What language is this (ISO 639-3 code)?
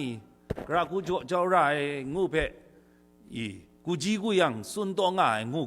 kac